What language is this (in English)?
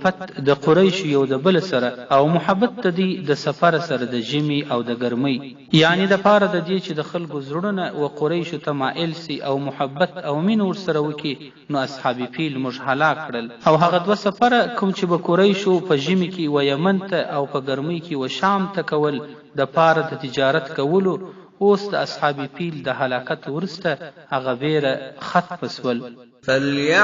Pashto